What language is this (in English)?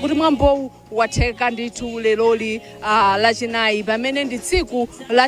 Nyanja